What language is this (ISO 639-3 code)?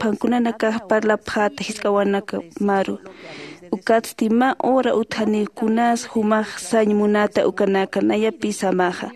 aym